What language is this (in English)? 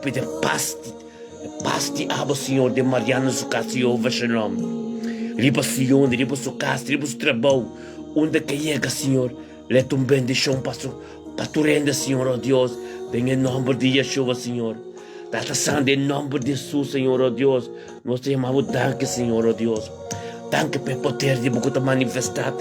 Papiamento